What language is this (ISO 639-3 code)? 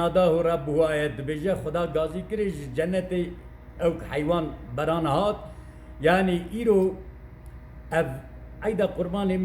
kur